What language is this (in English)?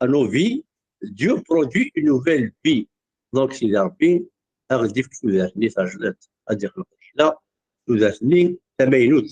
Kabyle